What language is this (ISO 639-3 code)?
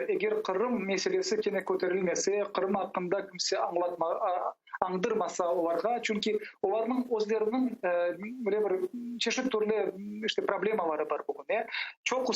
crh